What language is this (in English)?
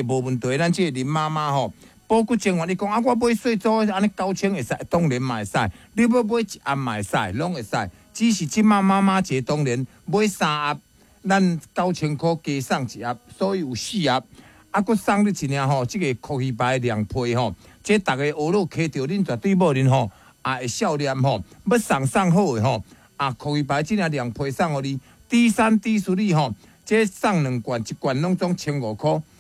Min Nan Chinese